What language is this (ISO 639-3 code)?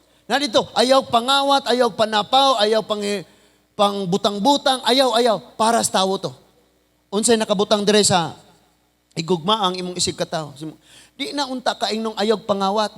ceb